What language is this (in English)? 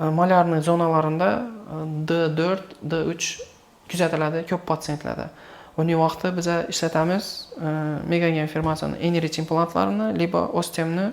Uzbek